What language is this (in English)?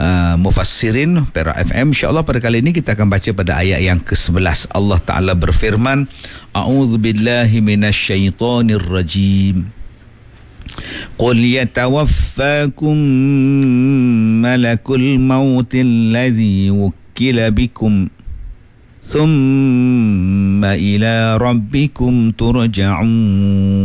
Malay